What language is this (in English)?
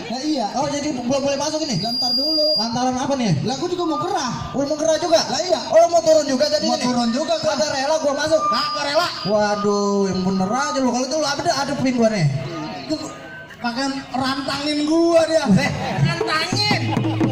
Betawi